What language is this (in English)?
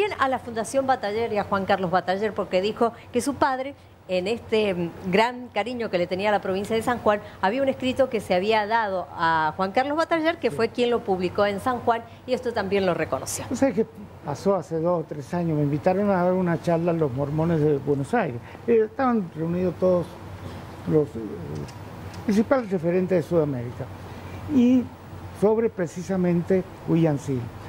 Spanish